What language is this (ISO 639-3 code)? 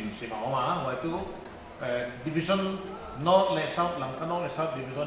pck